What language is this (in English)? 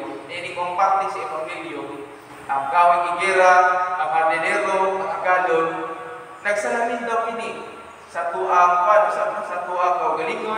Cebuano